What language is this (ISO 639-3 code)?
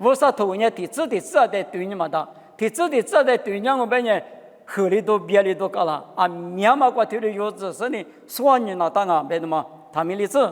lis